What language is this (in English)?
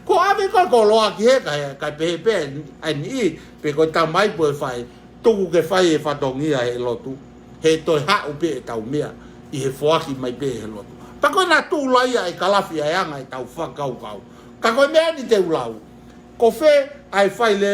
Tongan